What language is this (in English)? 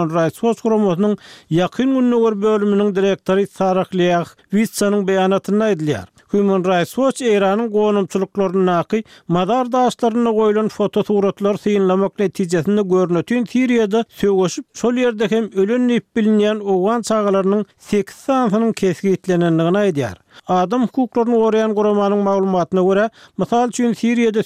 Turkmen